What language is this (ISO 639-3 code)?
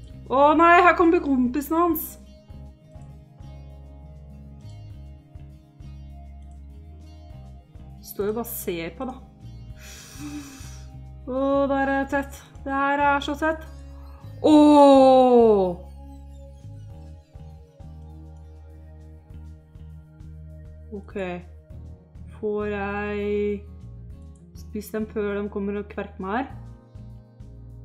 nor